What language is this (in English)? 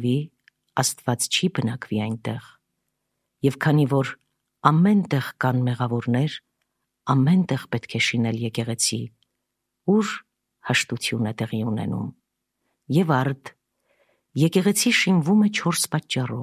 Armenian